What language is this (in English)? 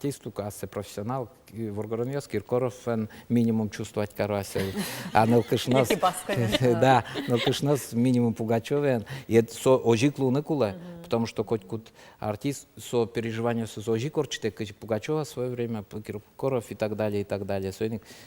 Udmurt